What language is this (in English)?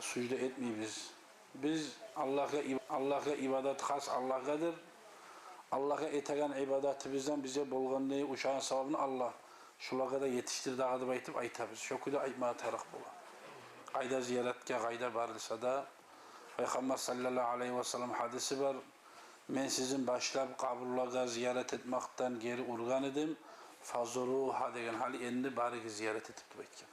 Kumyk